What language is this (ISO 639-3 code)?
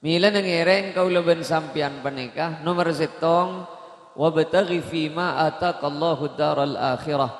mad